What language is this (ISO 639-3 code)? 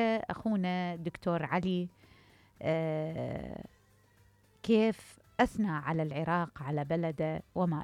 acm